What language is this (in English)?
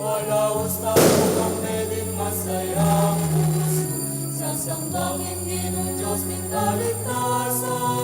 Pampanga